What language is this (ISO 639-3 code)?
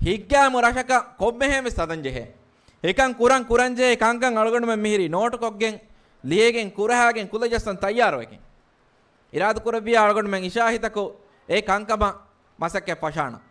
div